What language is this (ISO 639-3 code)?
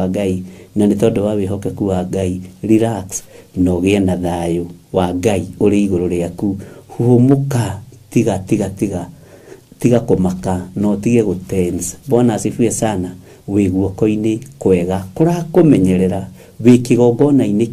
kik